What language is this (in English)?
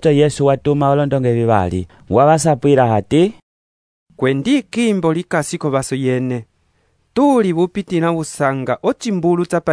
Umbundu